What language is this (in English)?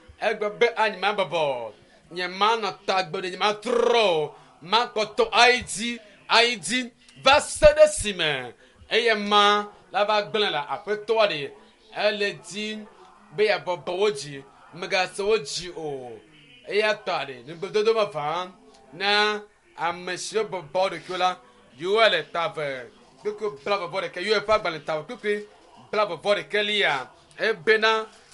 Ewe